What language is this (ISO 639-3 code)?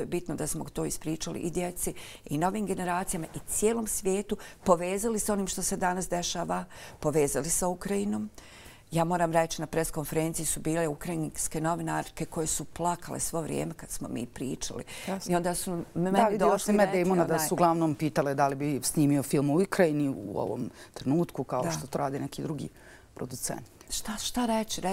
bos